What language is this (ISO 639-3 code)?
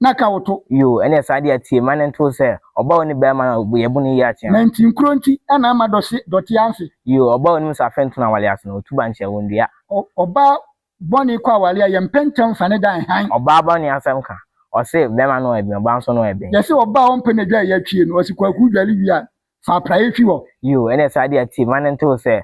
aka